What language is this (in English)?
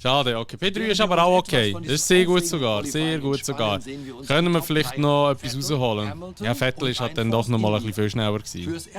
Swiss German